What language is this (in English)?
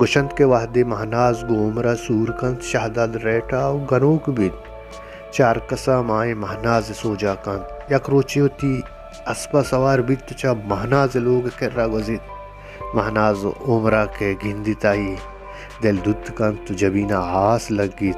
Baluchi